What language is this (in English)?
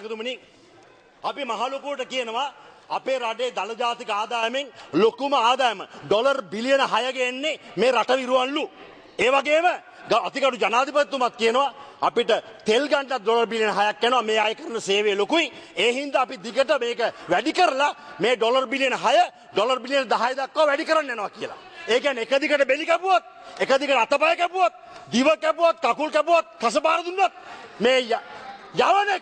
Sinhala